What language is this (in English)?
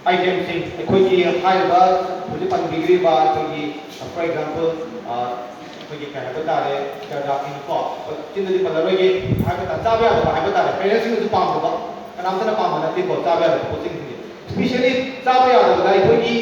Manipuri